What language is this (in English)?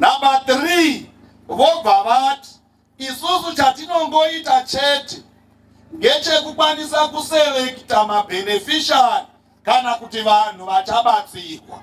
Shona